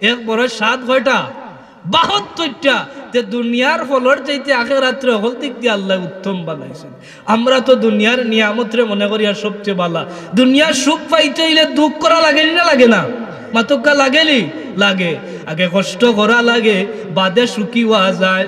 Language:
Sylheti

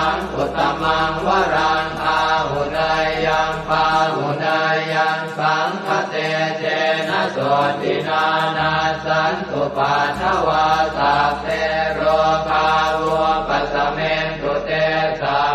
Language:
Pali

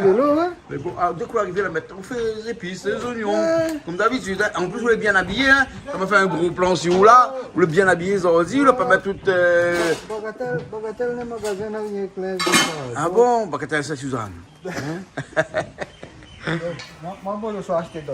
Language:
Réunion Creole French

